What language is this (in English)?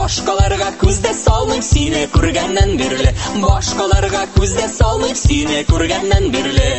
Tatar